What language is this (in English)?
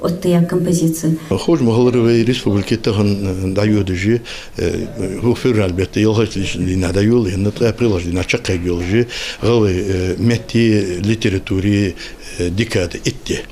Ingush